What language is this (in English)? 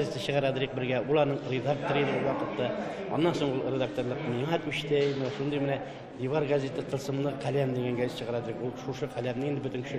Tatar